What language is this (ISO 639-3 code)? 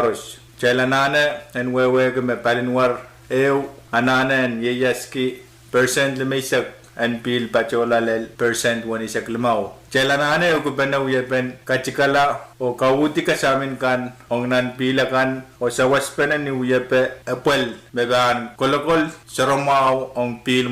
pon